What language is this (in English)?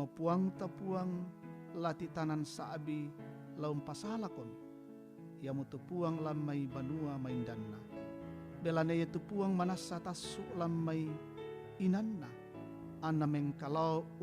Toraja-Sa'dan